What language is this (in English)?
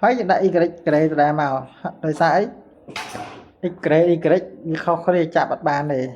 Khmer